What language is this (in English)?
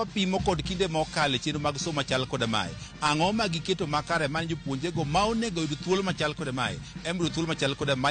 Luo (Kenya and Tanzania)